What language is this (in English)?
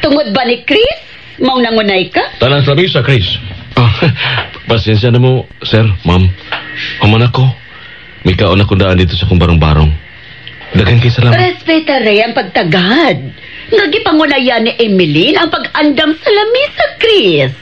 Cebuano